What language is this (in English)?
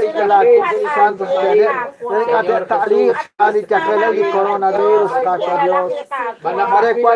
Kekchí